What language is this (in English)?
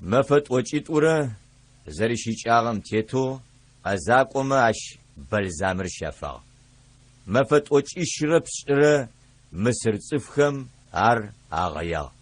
Adyghe